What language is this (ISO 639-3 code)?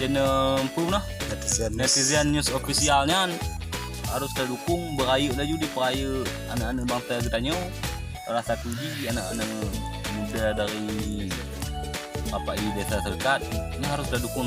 ace